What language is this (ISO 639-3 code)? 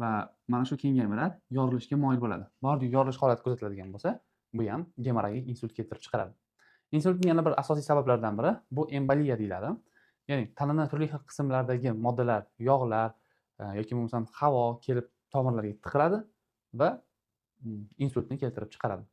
uzb